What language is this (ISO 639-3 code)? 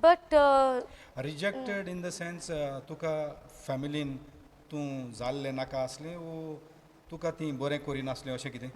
kok